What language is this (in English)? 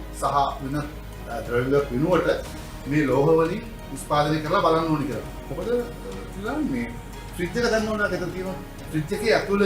Sinhala